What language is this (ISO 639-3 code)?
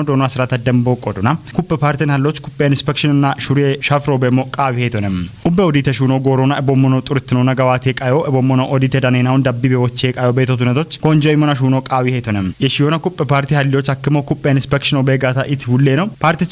kbr